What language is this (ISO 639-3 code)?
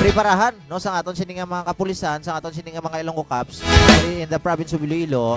hil